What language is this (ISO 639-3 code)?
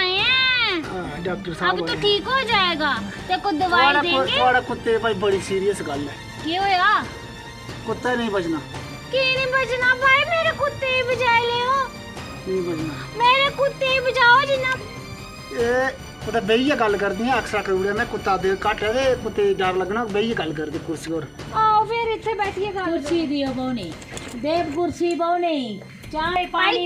doi